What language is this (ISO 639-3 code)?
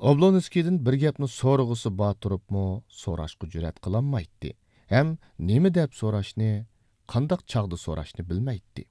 uig